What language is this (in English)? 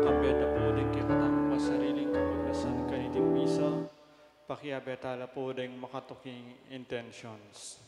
Pampanga